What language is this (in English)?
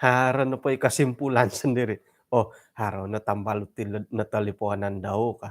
Central Dusun